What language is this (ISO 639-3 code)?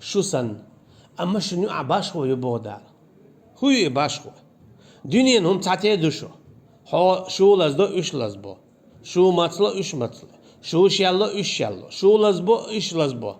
che